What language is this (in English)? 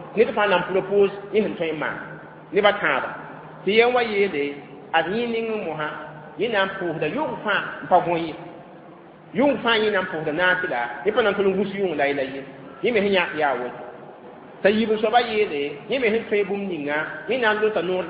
Mossi